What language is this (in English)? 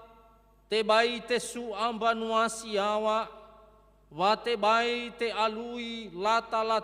Nias